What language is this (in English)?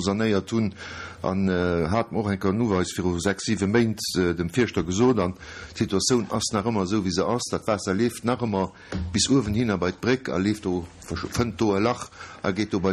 Luxembourgish